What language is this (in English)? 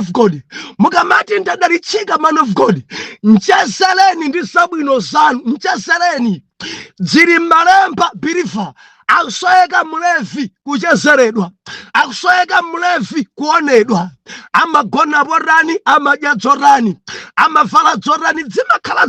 Nyanja